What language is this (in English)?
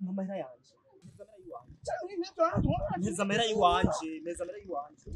Shona